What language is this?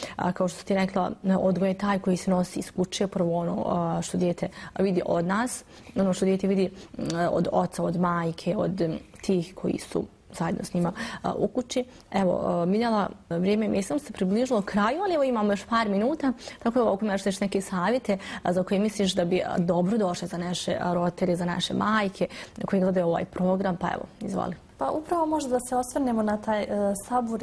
Bosnian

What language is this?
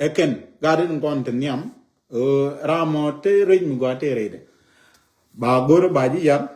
Nuer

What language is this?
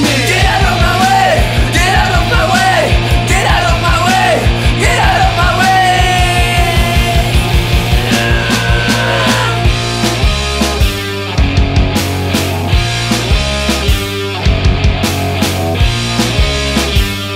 English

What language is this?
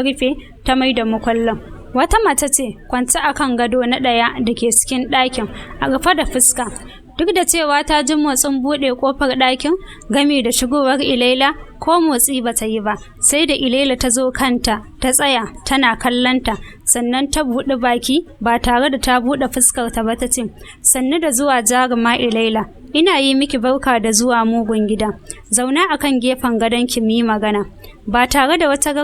Hausa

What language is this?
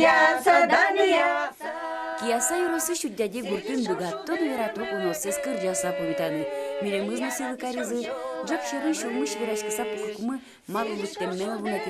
Udmurt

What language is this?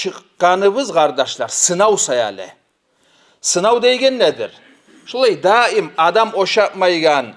Kumyk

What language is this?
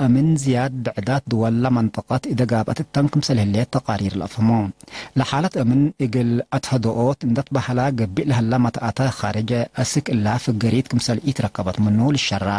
Tigre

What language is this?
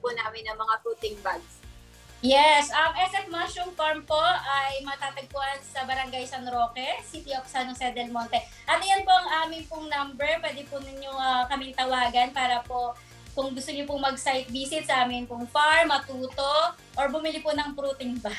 Filipino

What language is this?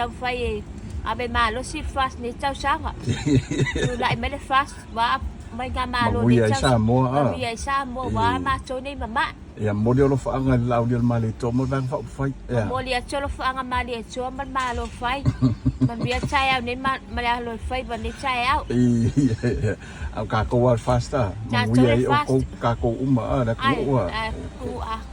Samoan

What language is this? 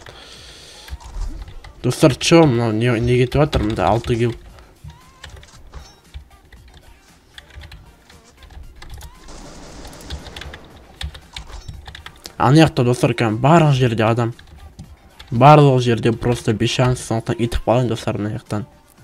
Kazakh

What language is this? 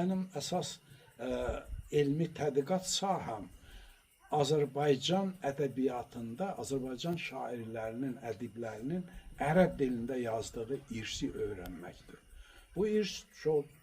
Azerbaijani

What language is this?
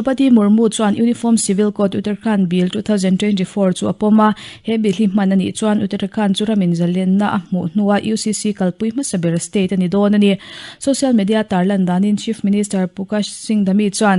Mizo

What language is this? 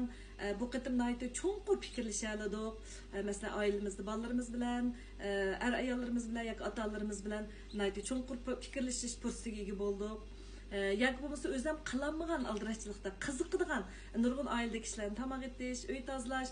Uyghur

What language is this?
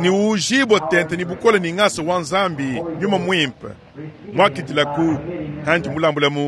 Luba-Lulua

